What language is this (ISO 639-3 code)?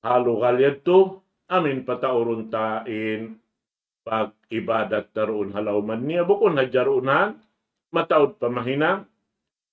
tsg